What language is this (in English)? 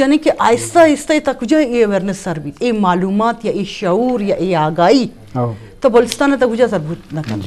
Eastern Balochi